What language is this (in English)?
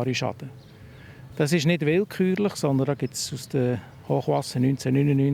Swiss German